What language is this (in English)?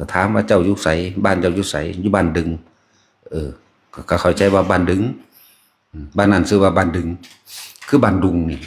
Northeastern Thai